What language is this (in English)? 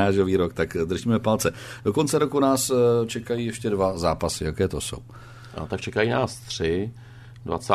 Czech